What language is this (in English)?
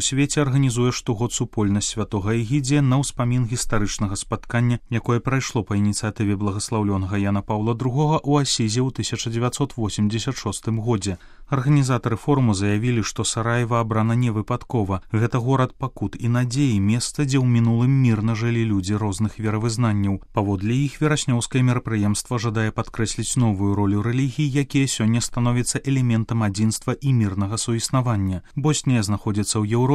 Belarusian